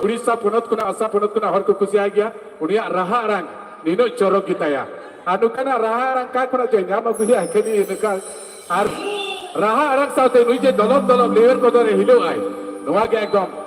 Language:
Santali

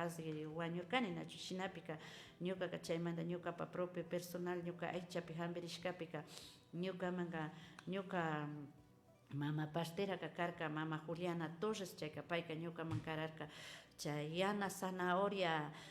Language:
Imbabura Highland Quichua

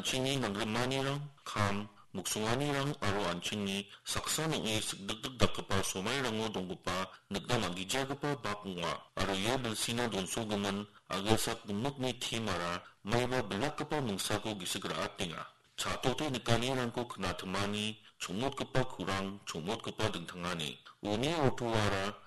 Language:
Garo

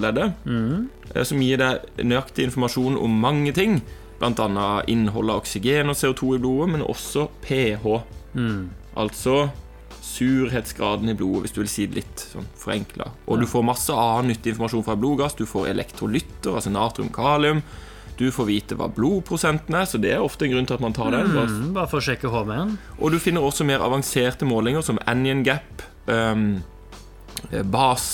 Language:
Norwegian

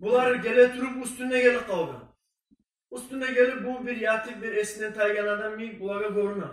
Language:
Kumyk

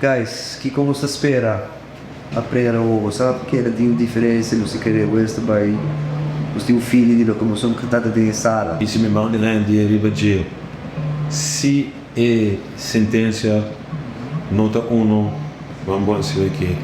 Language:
Papiamento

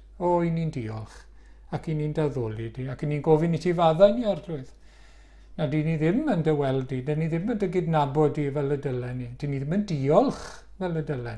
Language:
Welsh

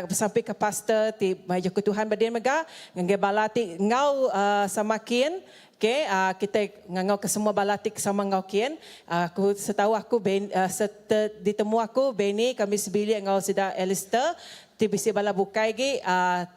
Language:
Iban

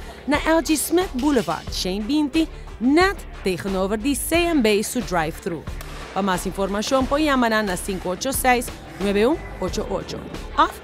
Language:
Papiamento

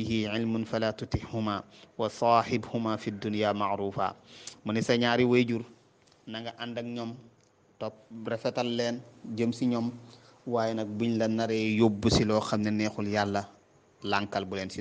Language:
Wolof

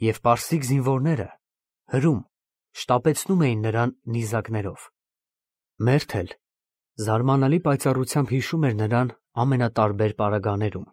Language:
Armenian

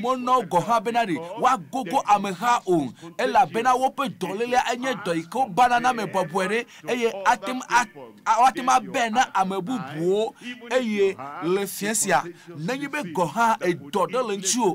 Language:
Ewe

